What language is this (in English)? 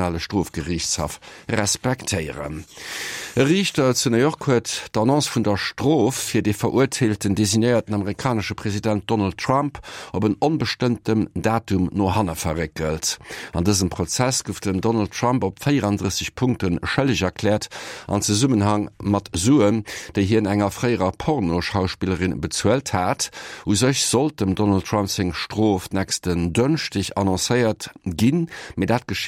Luxembourgish